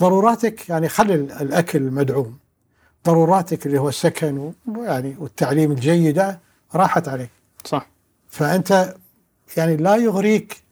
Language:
Gulf Arabic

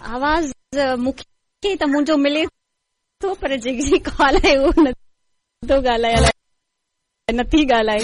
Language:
Sindhi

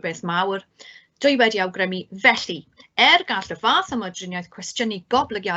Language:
Welsh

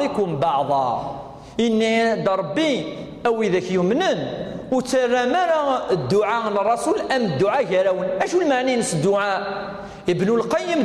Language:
Kabyle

